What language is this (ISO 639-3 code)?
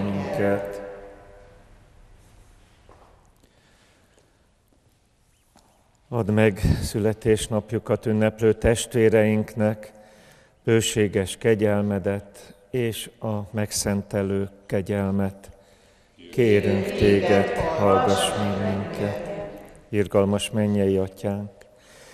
hun